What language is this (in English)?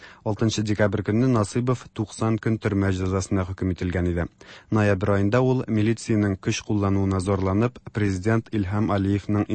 Tatar